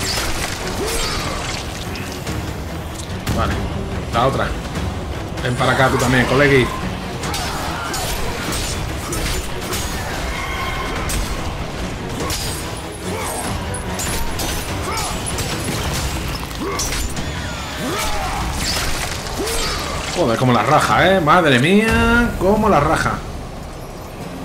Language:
Spanish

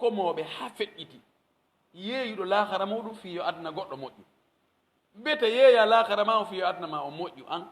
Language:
Pular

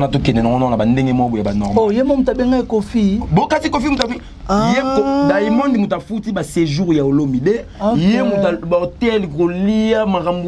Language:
Lingala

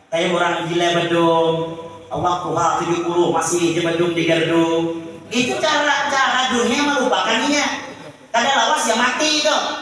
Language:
Banjar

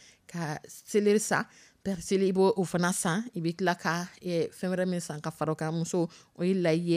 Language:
Dyula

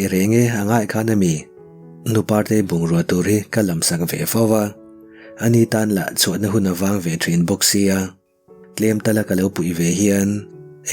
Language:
Mizo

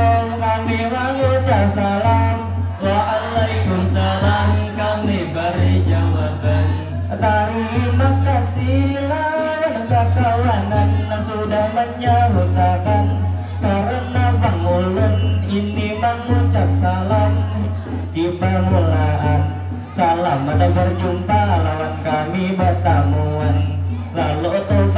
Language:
Banjar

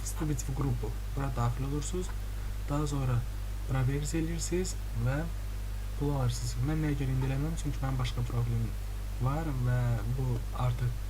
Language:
Azerbaijani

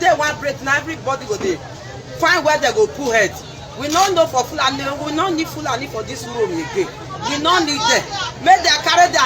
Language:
Nigerian Pidgin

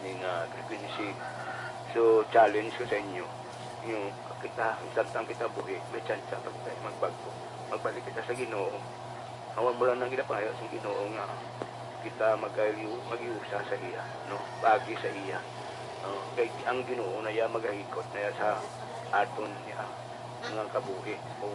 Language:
Hiligaynon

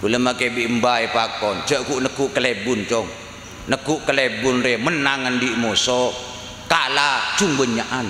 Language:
Madurese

